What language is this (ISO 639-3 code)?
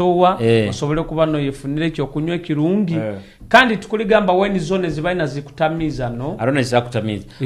nyo